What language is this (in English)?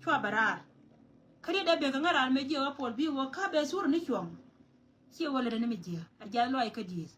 Nuer